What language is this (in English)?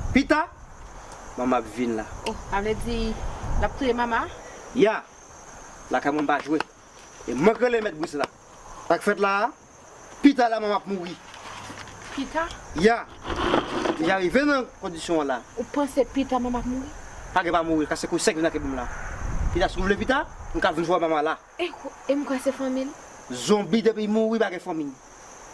Haitian Creole